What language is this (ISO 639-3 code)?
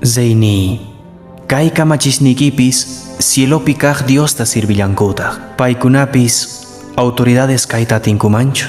que